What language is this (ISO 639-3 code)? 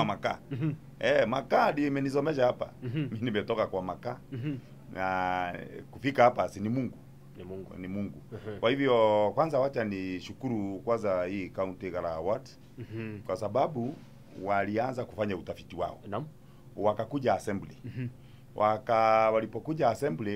swa